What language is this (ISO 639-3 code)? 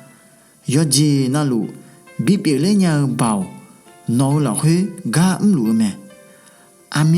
ahk